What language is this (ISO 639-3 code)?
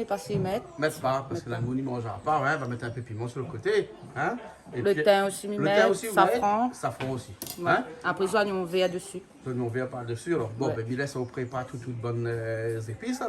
rcf